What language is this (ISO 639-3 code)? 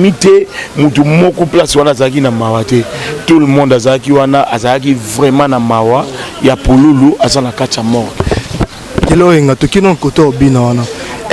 lin